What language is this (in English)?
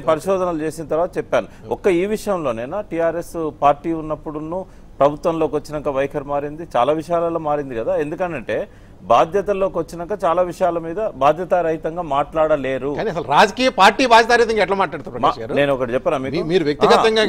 Telugu